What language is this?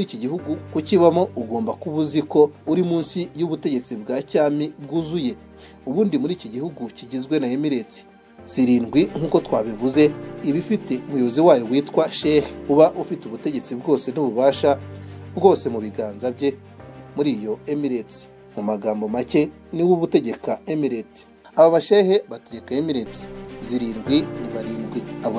Kinyarwanda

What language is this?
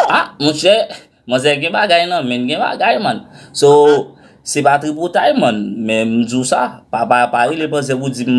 Haitian Creole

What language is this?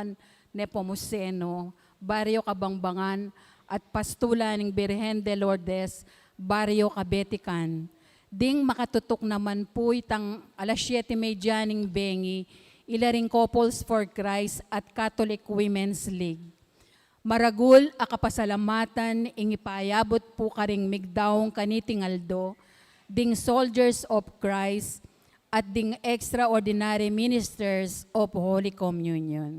Pampanga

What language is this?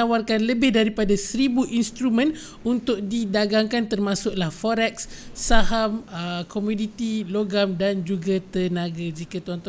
Malay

